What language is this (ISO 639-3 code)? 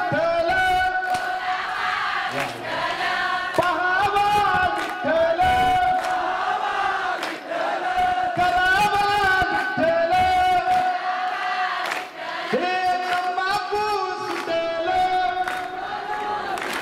mar